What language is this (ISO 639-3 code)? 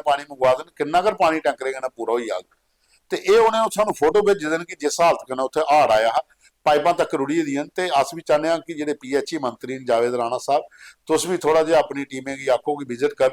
doi